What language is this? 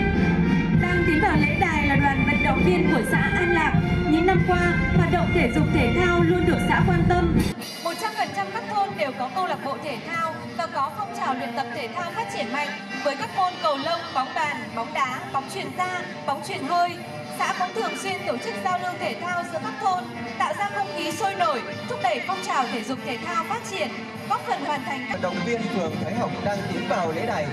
Vietnamese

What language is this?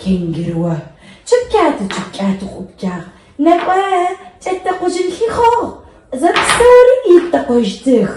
Adyghe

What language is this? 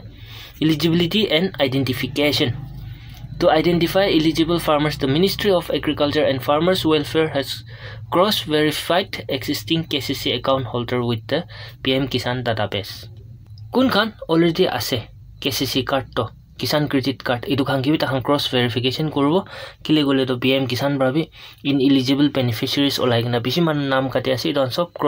Naga Pidgin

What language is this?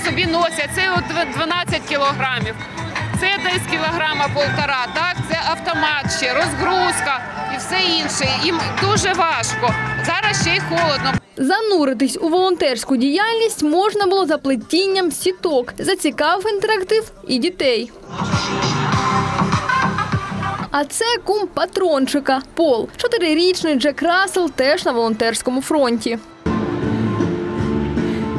Ukrainian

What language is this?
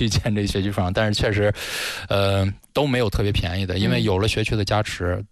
Chinese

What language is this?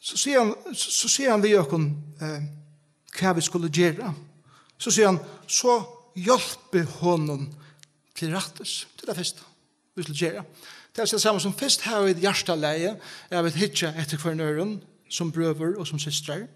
Faroese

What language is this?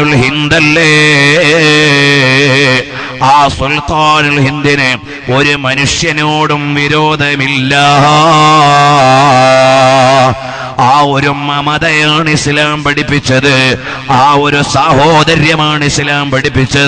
Malayalam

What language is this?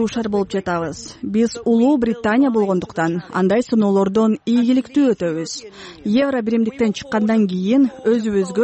Kyrgyz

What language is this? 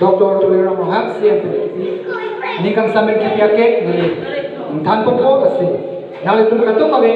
Karbi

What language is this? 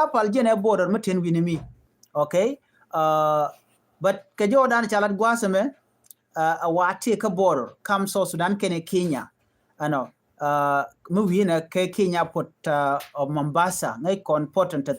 Nuer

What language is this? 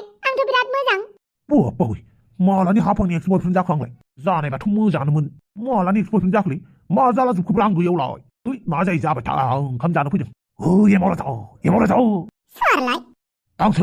Bodo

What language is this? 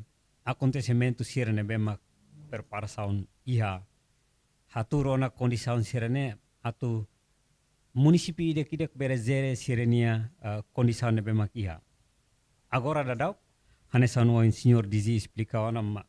Tetum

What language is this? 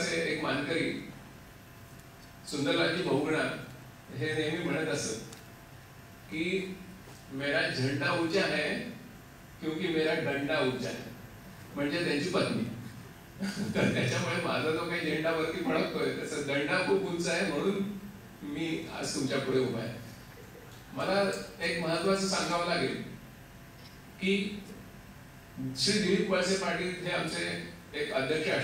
Marathi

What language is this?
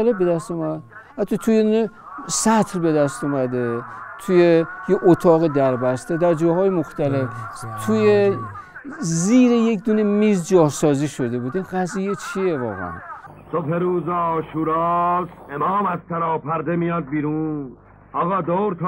Persian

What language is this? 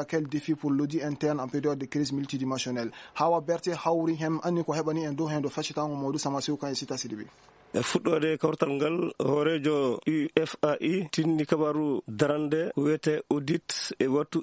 Fula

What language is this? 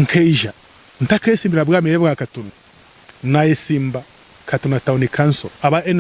Nyankole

